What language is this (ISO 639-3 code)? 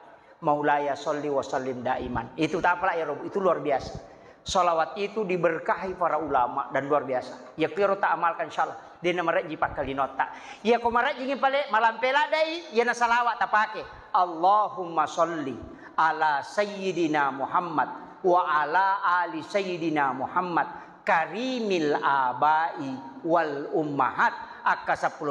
bug